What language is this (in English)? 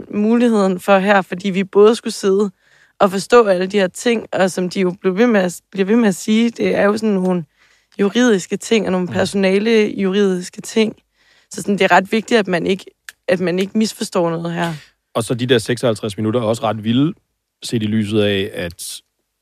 Danish